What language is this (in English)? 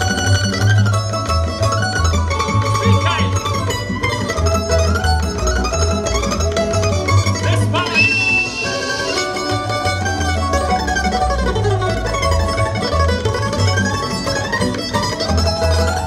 Croatian